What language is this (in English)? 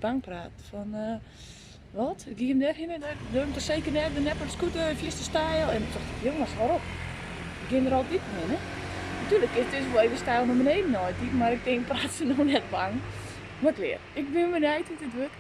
Western Frisian